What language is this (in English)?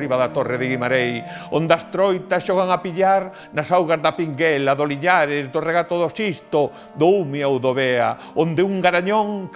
Galician